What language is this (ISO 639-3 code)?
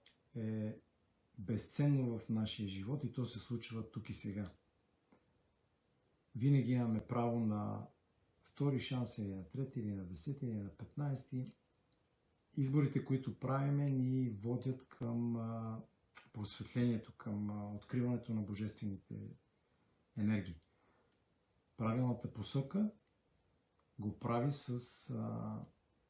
bul